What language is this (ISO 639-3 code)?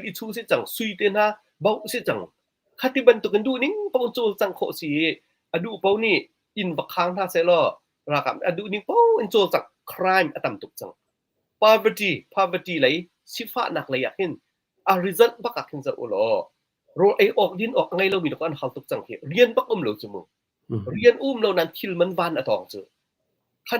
cnh